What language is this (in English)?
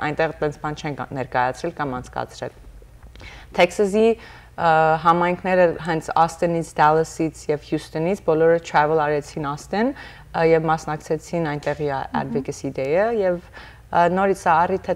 Western Armenian